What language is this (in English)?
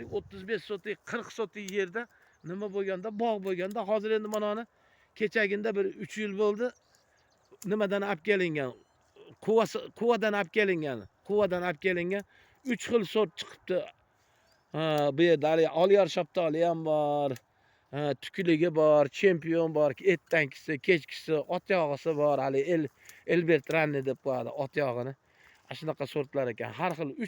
Uzbek